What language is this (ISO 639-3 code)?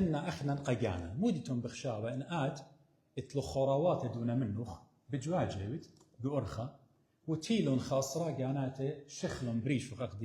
aii